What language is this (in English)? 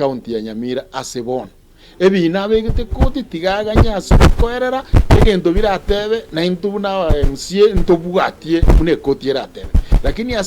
Gusii